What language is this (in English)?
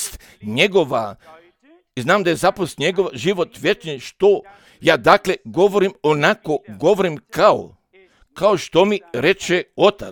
Serbian